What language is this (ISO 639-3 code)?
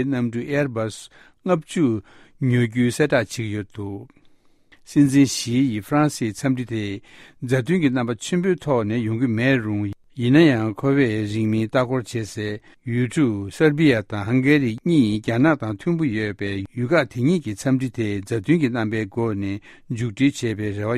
bod